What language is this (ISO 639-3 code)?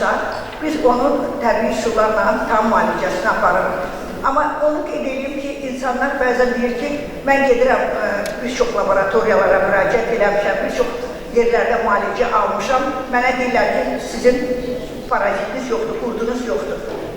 aze